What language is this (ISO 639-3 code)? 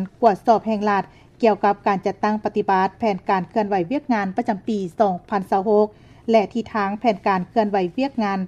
lao